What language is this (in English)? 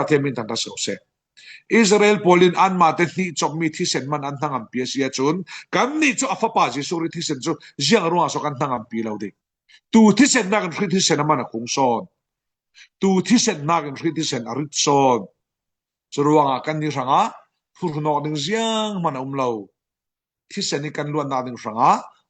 Falam Chin